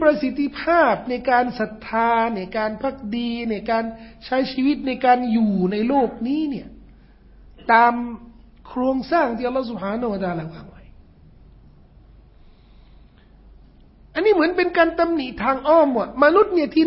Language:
Thai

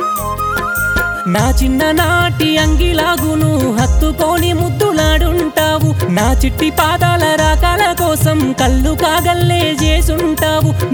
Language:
Telugu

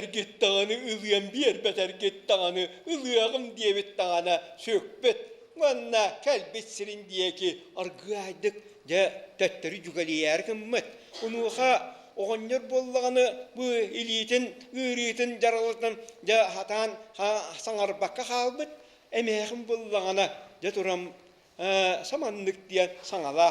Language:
Yakut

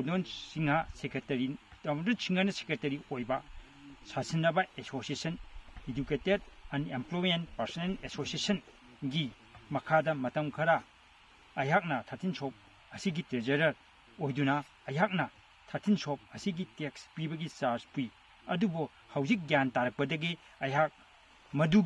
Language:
Manipuri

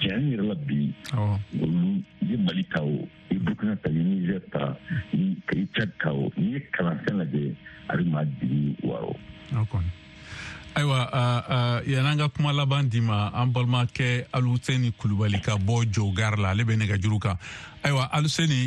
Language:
Bambara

